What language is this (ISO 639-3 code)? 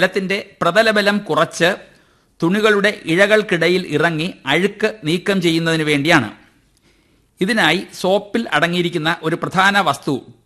mal